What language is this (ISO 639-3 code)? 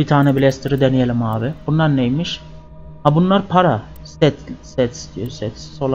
tur